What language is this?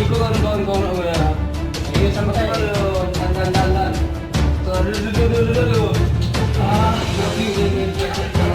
Minangkabau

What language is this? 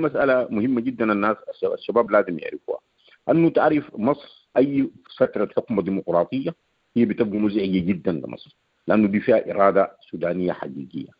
Sudanese Arabic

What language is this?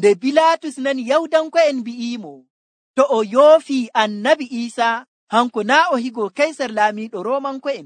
Nigerian Fulfulde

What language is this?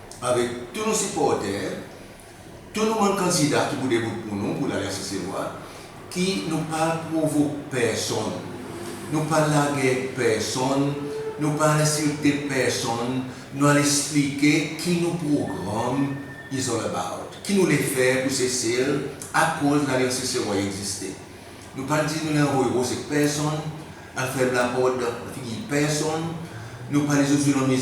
Seselwa Creole French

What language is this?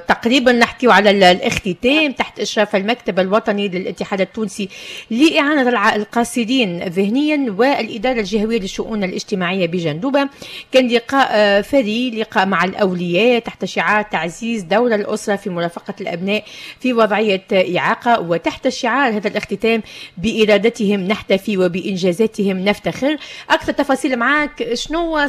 Tunisian Arabic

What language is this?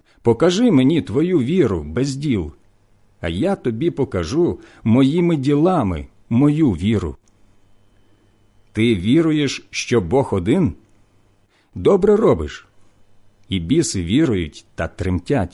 Ukrainian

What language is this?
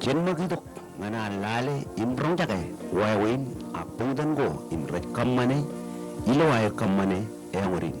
Marshallese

